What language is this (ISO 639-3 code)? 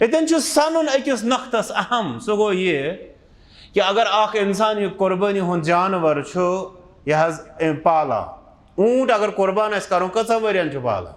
kas